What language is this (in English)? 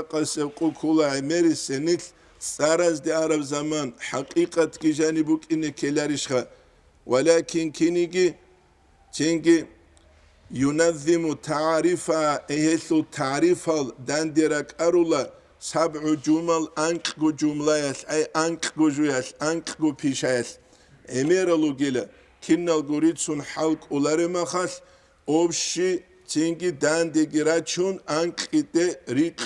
Avaric